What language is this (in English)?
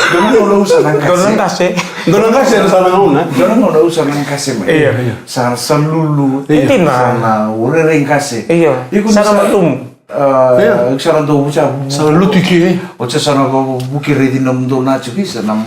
Fijian